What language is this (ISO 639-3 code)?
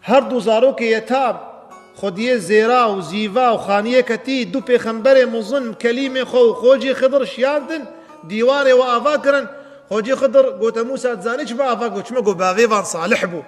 kur